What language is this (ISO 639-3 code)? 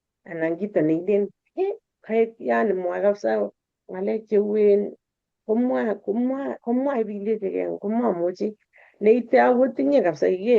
kln